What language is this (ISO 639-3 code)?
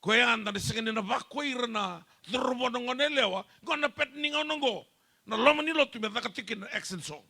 fij